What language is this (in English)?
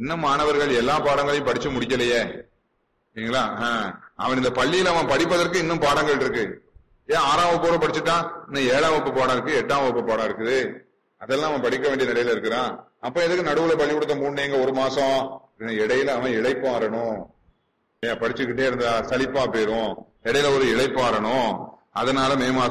Tamil